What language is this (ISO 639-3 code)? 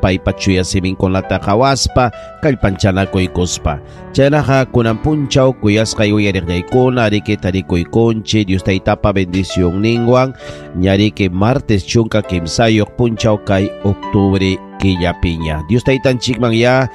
quy